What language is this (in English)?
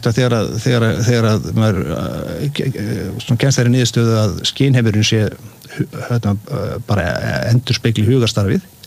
Icelandic